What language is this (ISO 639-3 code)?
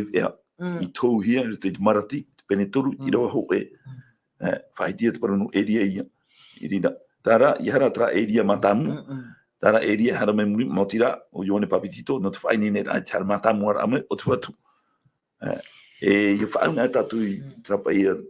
tah